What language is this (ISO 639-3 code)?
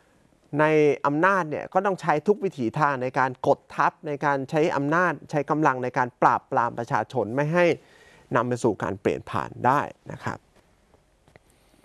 tha